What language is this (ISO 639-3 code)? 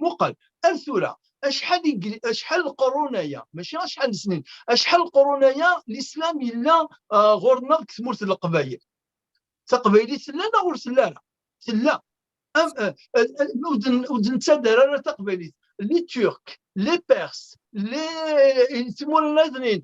kab